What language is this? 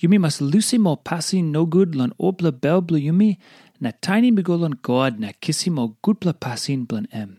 Tok Pisin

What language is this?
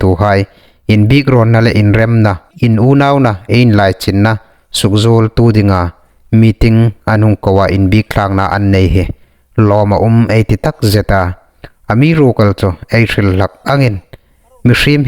Hmar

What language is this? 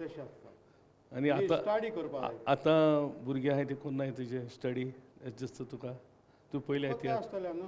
Konkani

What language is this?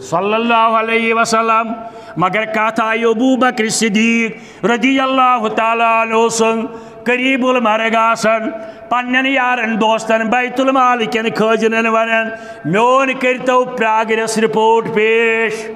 Kashmiri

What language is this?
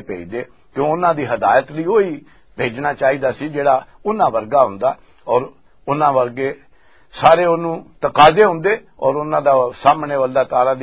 Western Panjabi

